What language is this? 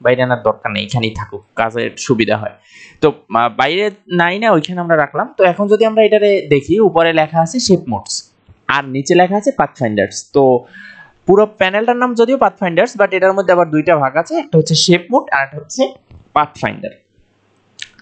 Bangla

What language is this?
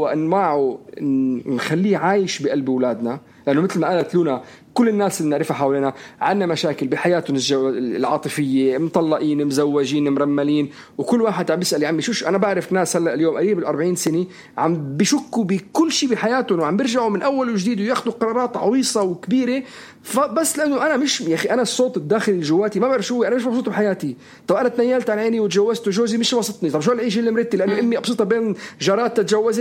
North Levantine Arabic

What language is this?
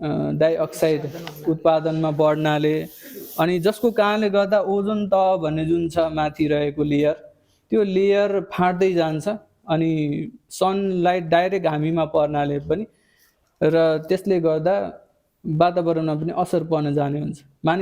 Nepali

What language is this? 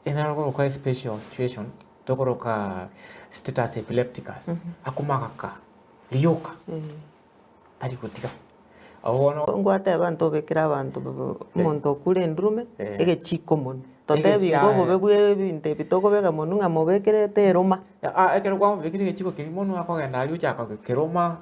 Gusii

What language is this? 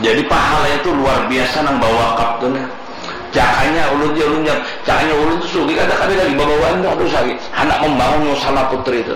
Banjar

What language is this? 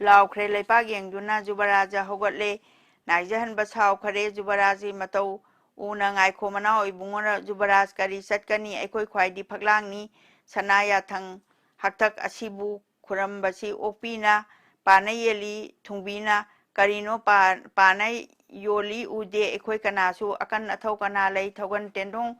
Manipuri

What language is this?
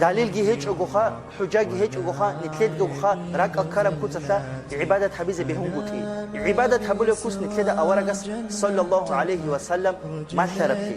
Avaric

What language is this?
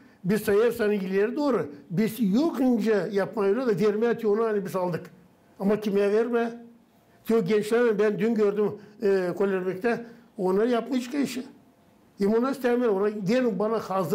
Gagauz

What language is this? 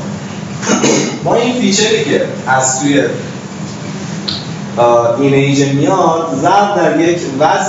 Persian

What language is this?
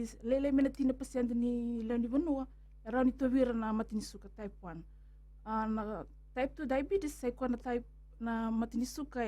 Fijian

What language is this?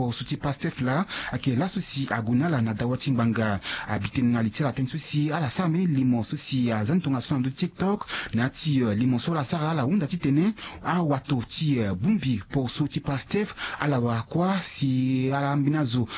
Sango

